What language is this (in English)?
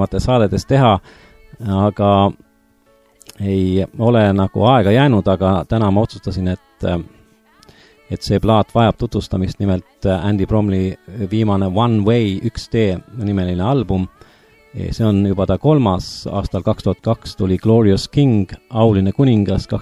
Estonian